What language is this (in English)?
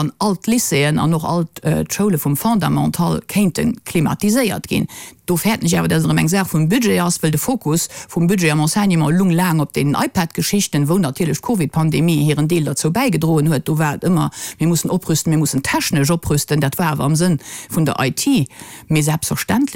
Luxembourgish